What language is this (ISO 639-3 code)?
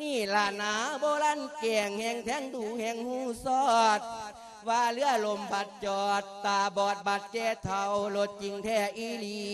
lao